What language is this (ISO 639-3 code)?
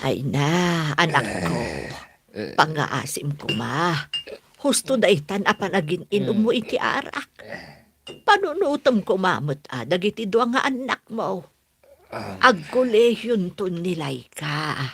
ilo